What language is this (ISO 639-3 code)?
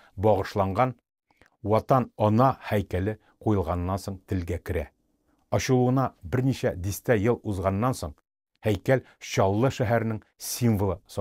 tat